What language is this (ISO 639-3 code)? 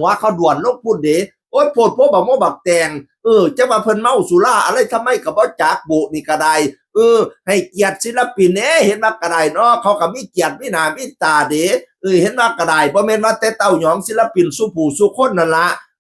tts